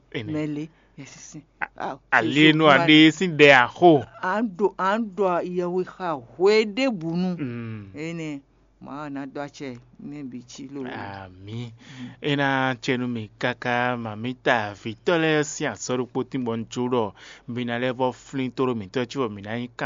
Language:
Fon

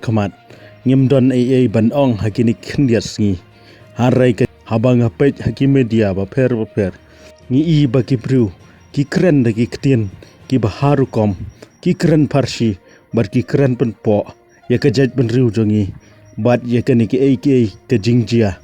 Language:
Khasi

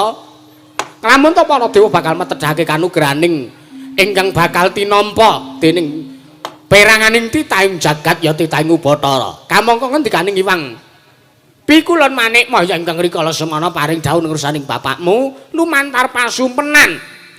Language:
Javanese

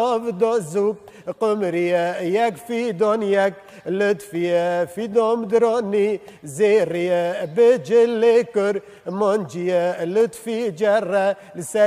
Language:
Kurdish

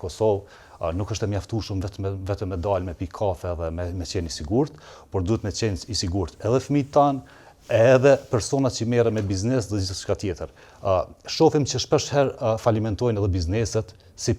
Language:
Albanian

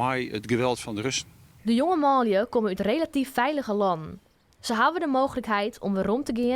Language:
Western Frisian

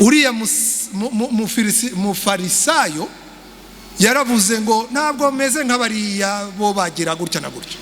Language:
Kinyarwanda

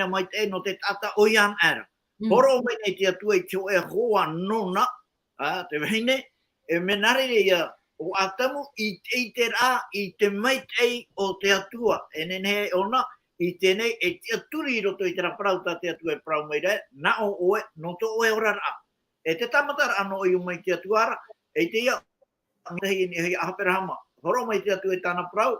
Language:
Tahitian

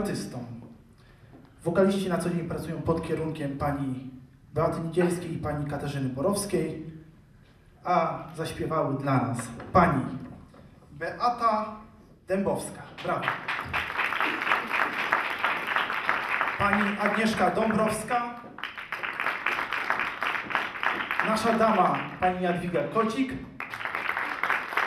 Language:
Polish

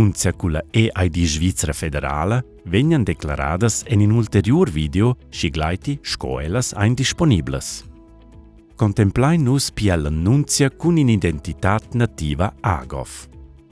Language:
Romansh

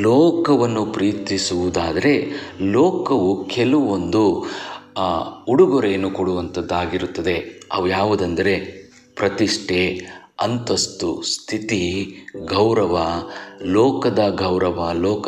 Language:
Kannada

